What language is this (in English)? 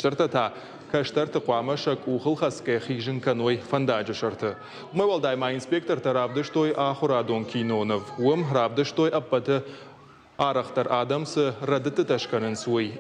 Ossetic